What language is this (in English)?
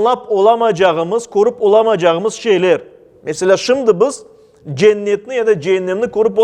Crimean Tatar